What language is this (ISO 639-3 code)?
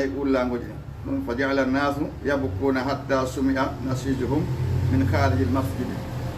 ful